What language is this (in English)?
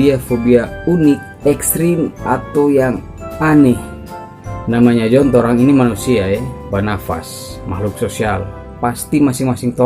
Manado Malay